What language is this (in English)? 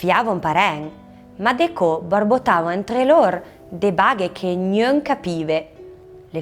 Arpitan